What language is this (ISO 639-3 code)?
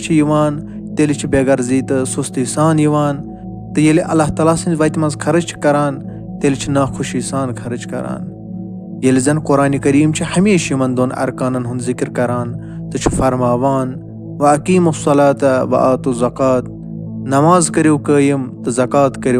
kas